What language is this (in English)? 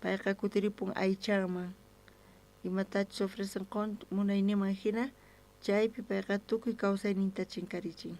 South Bolivian Quechua